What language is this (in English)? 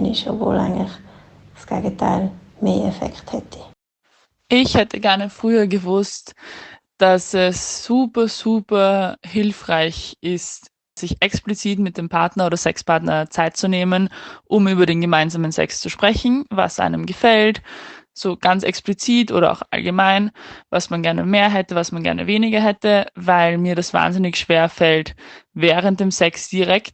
Swiss German